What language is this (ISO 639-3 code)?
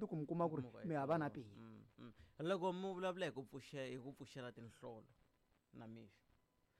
tso